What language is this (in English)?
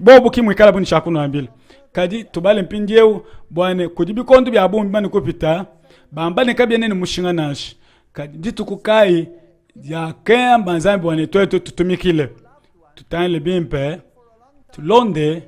Luba-Lulua